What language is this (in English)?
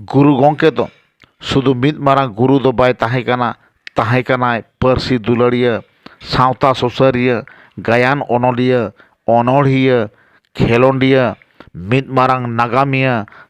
Santali